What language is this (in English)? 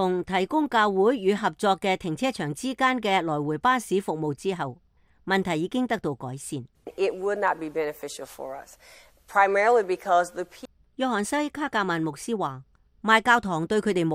Cantonese